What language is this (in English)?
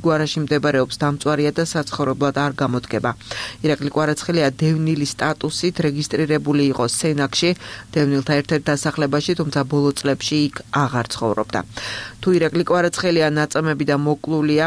Georgian